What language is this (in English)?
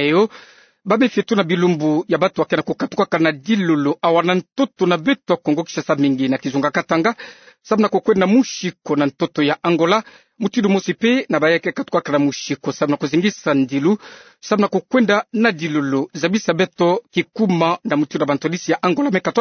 Kituba (Democratic Republic of Congo)